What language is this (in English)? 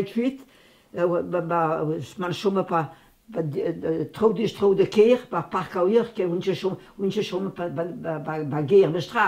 Breton